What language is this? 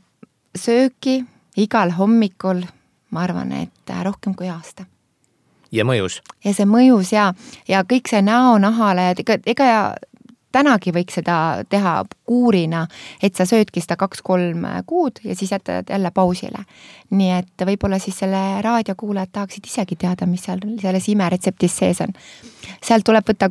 Estonian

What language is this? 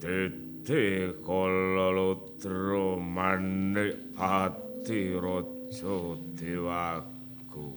Javanese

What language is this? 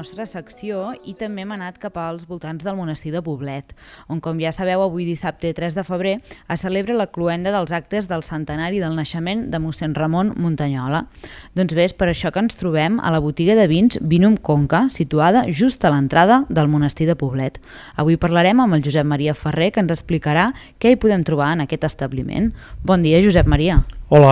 Catalan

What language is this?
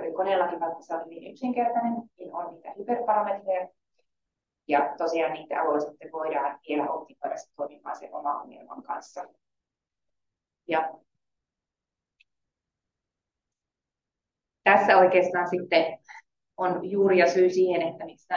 Finnish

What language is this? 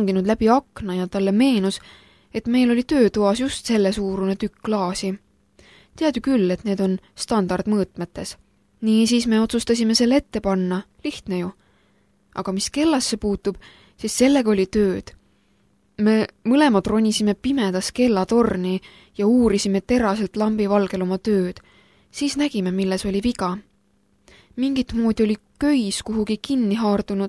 Estonian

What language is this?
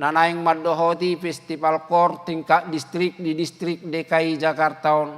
Batak Toba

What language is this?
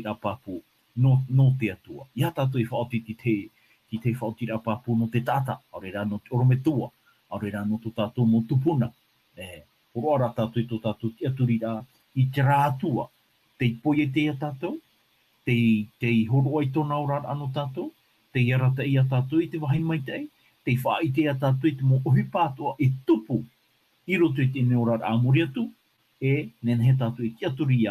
Tahitian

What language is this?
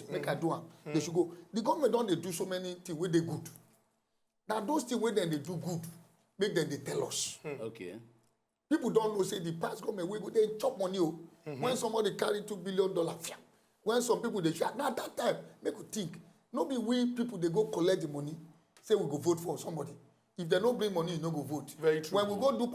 Nigerian Pidgin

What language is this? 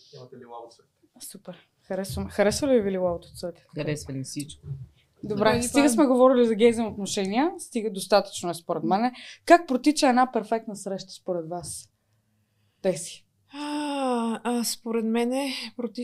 Bulgarian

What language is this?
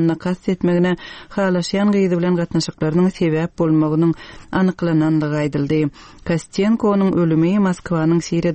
Turkmen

